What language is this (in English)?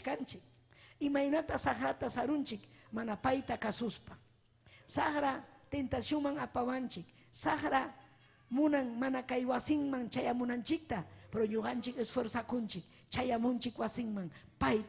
Ayacucho Quechua